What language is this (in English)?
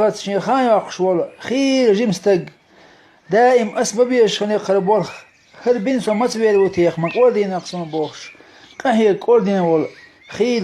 Chechen